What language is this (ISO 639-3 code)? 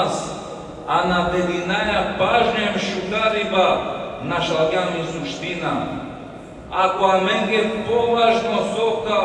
rmn